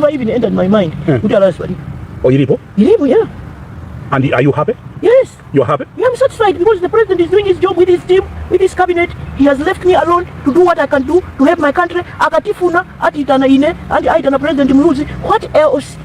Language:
Nyanja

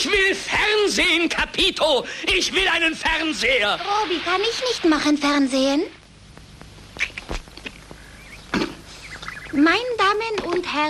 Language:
German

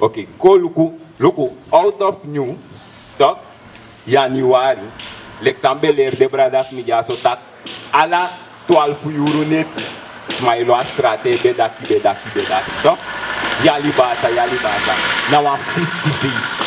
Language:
Sranan Tongo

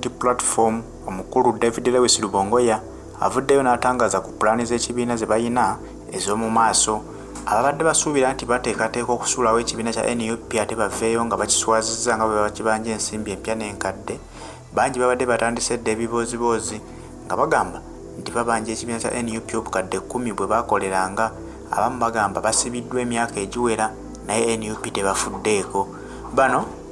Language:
Ganda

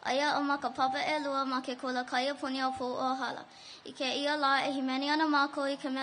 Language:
Hawaiian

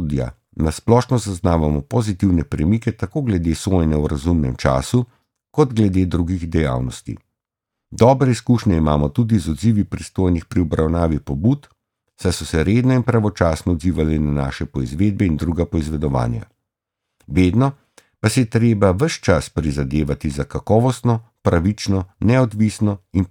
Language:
Slovenian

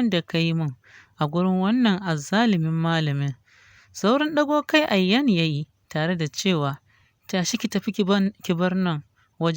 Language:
Hausa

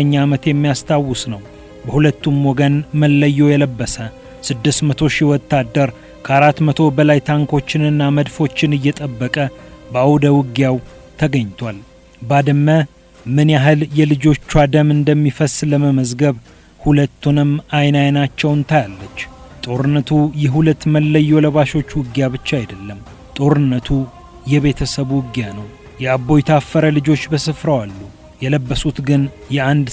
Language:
Amharic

